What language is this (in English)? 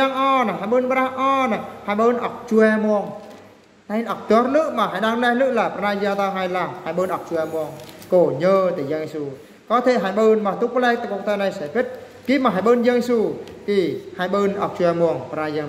Eastern Bru